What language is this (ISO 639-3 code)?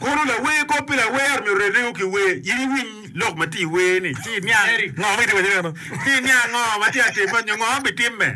ach